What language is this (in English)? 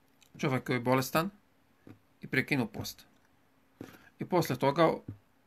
Bosnian